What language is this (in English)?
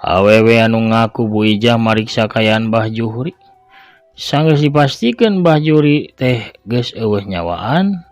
Sundanese